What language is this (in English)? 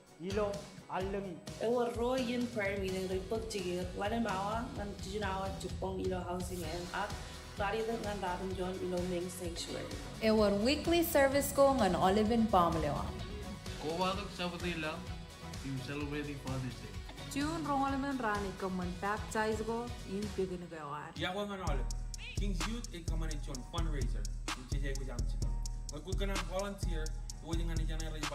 Marshallese